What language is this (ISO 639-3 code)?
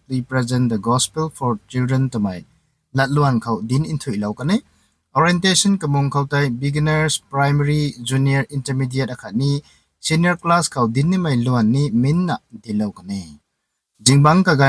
nbu